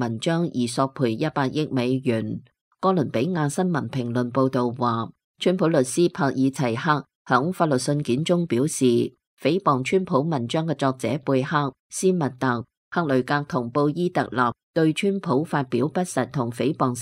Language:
Cantonese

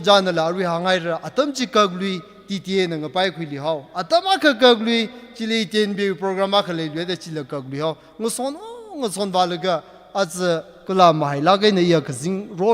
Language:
Tangkhul Naga (India)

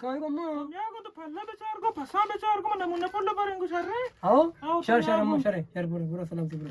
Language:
Eastern Balochi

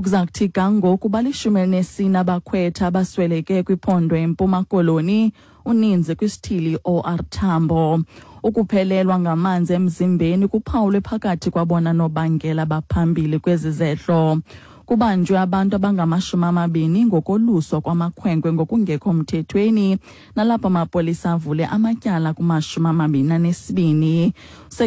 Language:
Xhosa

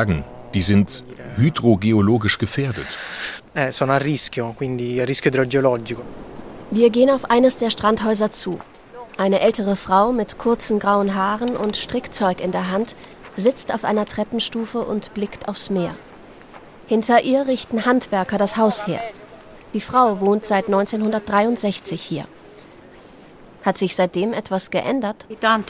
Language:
German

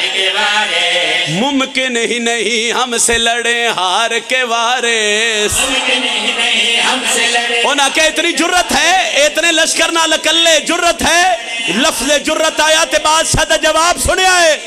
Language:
Pahari-Potwari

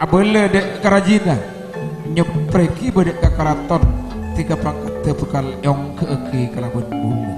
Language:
Madurese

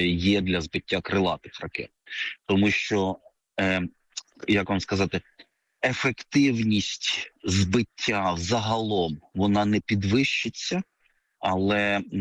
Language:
Ukrainian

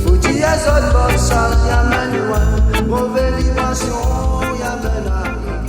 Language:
Réunion Creole French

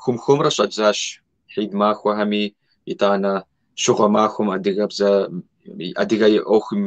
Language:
Kabardian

